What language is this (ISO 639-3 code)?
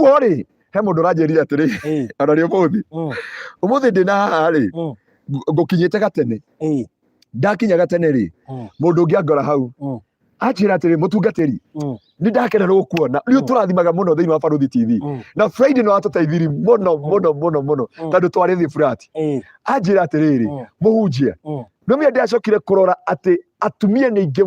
kik